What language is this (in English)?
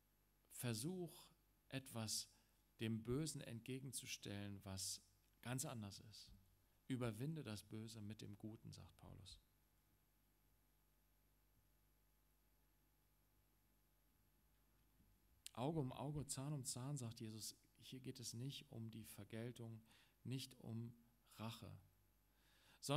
German